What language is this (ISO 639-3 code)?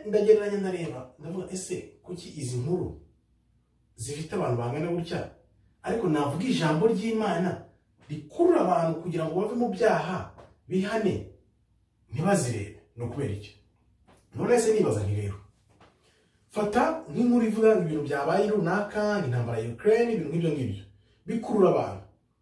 kin